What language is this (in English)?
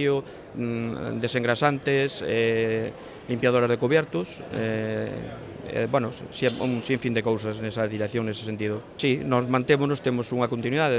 Galician